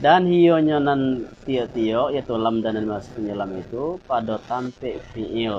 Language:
Minangkabau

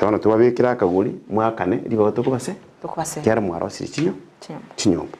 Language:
Gusii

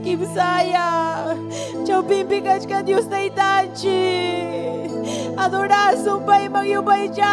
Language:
Ayacucho Quechua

